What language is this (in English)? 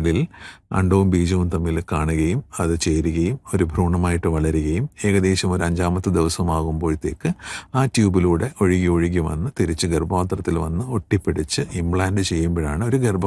Malayalam